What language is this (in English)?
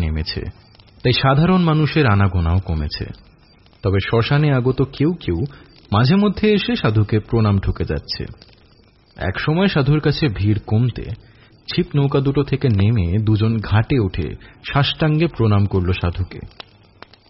Bangla